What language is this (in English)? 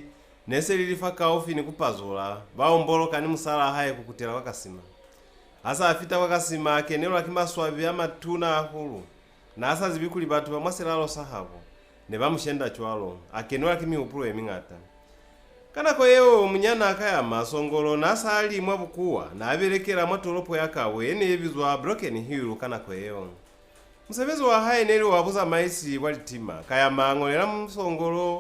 Lozi